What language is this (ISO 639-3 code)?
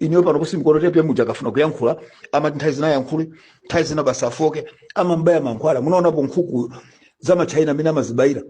nya